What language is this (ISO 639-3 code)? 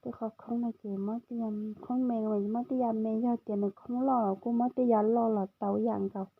hmn